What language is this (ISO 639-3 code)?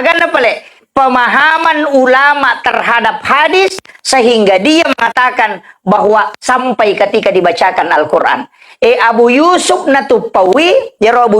bug